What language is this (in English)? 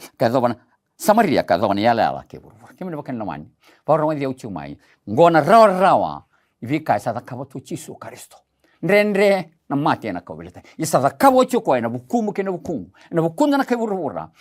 Fijian